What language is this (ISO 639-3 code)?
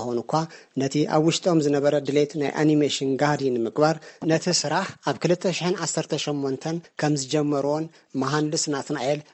tir